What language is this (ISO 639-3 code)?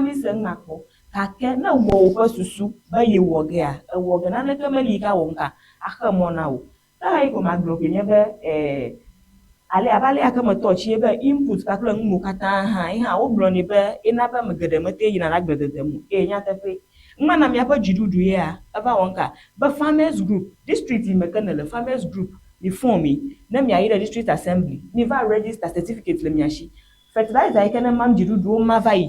ewe